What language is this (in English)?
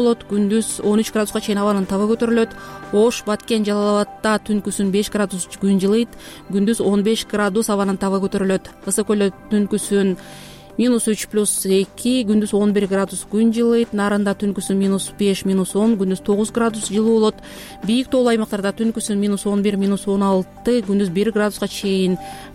Kyrgyz